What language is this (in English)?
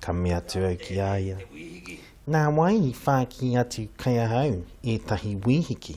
Māori